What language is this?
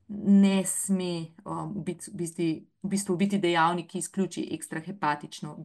Slovenian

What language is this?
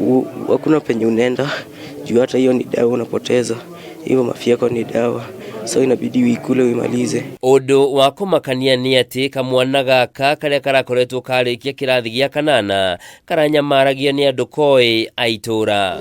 Kikuyu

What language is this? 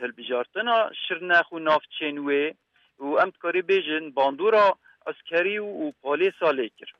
Kurdish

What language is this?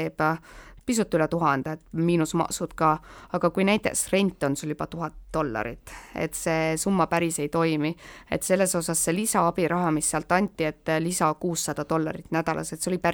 Estonian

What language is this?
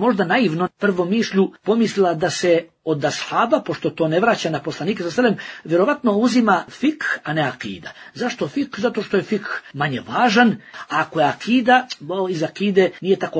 Bosnian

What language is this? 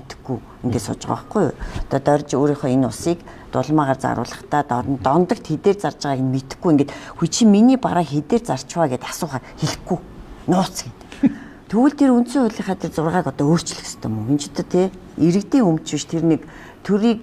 Mongolian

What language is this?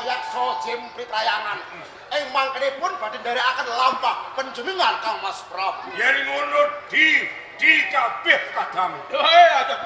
Javanese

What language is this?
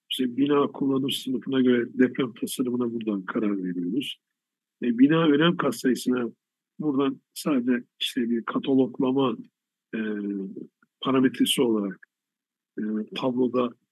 Turkish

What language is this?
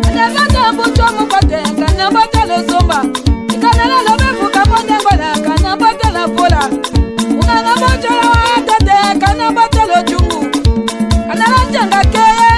Tetela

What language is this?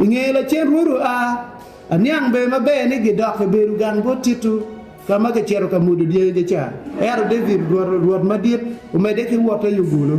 Acoli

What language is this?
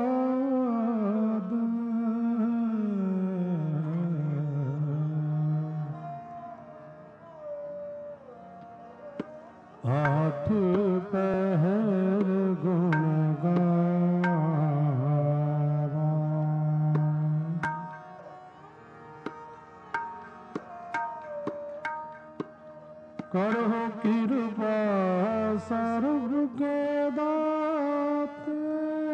Punjabi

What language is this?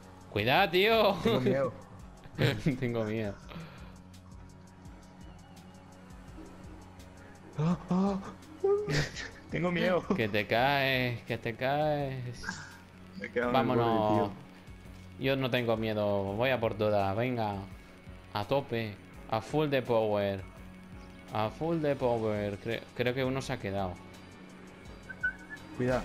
Spanish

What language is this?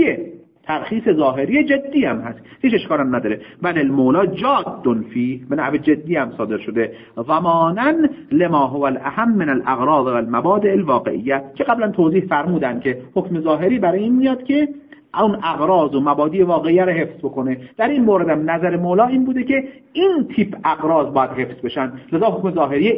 Persian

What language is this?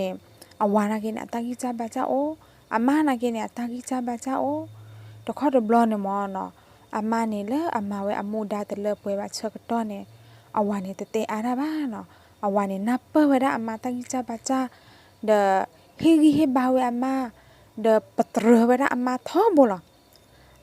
S'gaw Karen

